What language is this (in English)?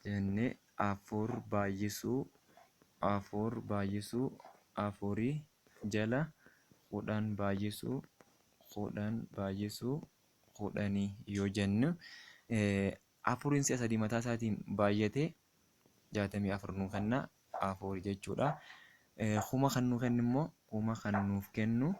Oromo